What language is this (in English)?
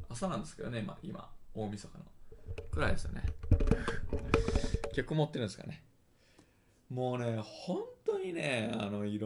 Japanese